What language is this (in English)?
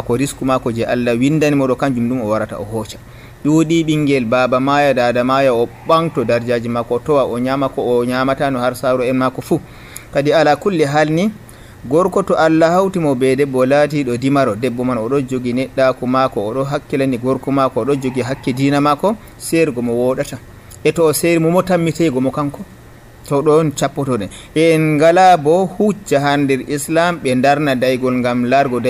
Nigerian Fulfulde